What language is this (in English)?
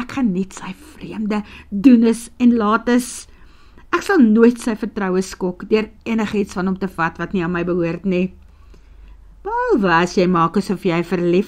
Afrikaans